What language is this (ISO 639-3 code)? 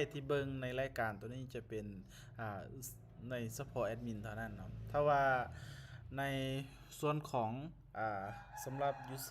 lao